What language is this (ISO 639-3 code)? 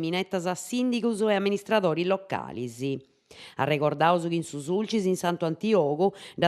srd